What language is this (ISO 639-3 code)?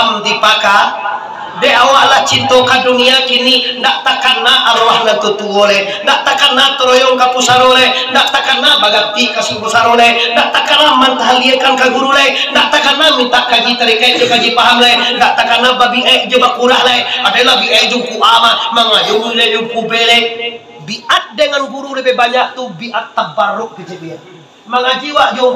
min